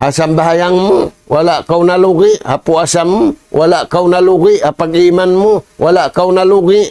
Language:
Tausug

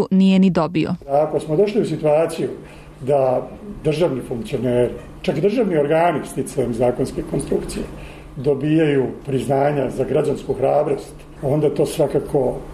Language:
Serbian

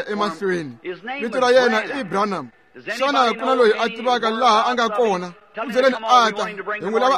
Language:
Tsonga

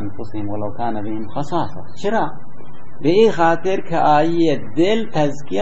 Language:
Baluchi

